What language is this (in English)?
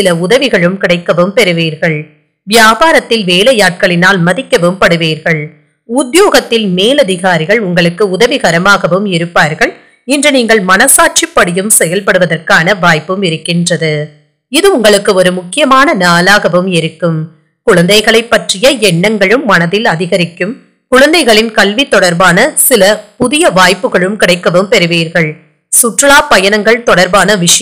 Tamil